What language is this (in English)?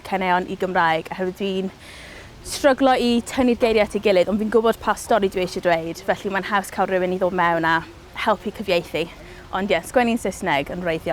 Welsh